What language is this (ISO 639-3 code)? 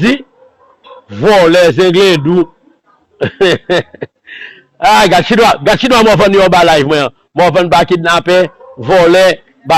hat